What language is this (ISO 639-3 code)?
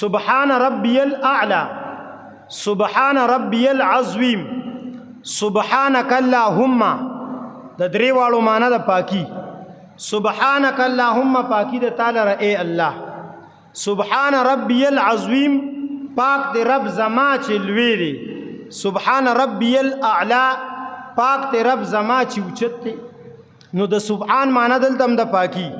pus